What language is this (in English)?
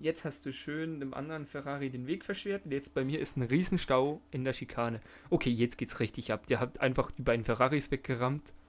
Swiss German